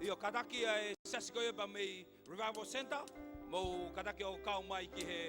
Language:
Tongan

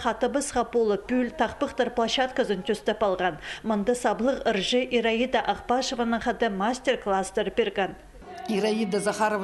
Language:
Khakas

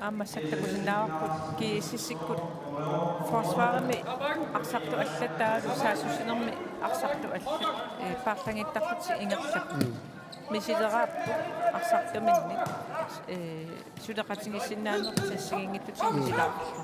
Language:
Kalaallisut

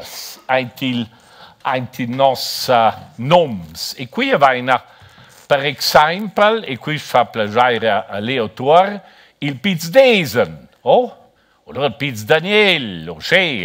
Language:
Romansh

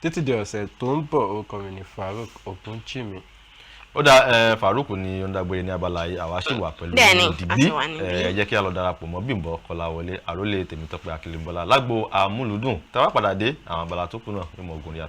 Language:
Yoruba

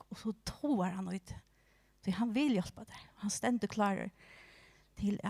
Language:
Faroese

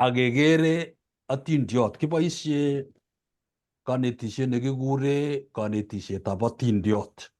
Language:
Kalenjin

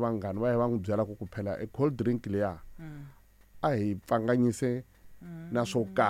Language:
Tsonga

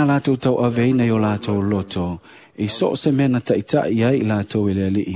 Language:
Samoan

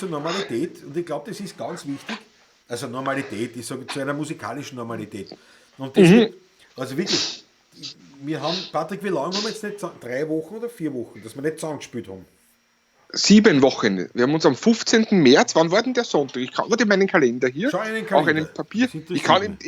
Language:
Bavarian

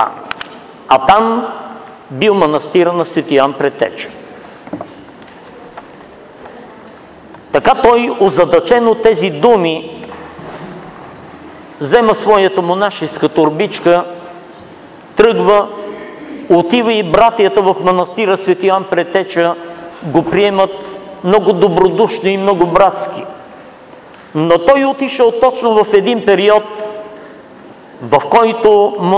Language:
Bulgarian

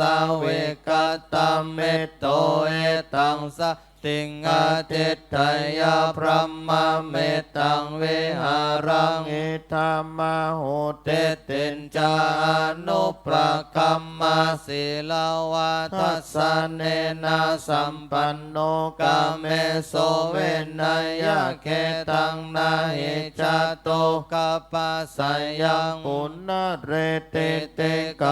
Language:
Pali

